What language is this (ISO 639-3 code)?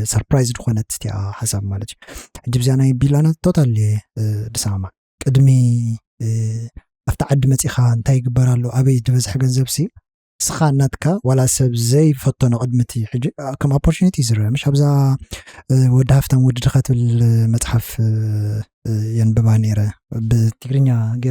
tir